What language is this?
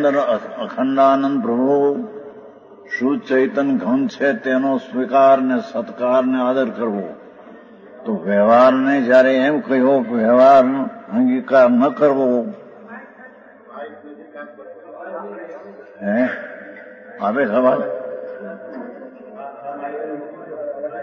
Gujarati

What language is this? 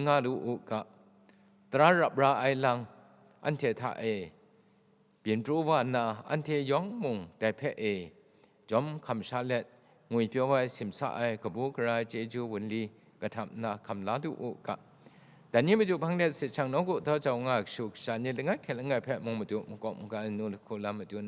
Kachin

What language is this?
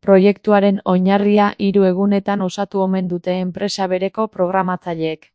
Basque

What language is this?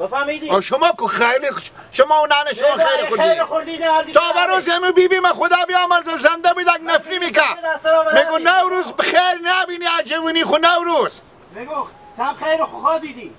Hazaragi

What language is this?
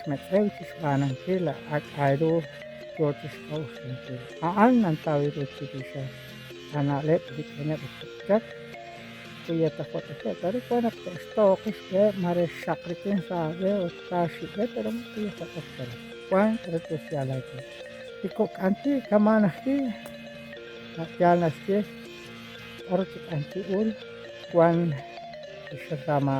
Kekchí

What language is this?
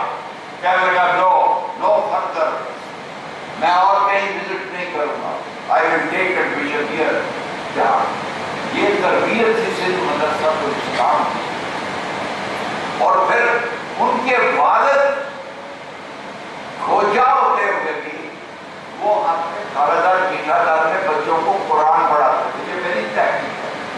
Urdu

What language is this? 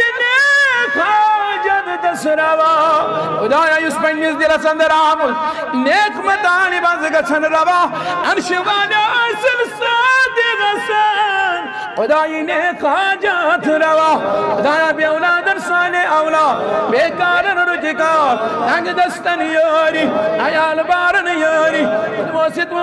Kashmiri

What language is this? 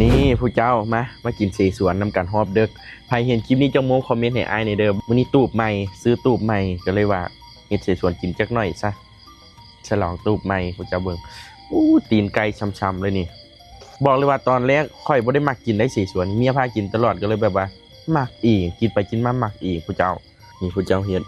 Lao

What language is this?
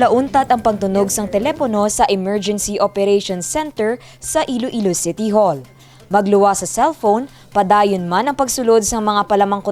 Hiligaynon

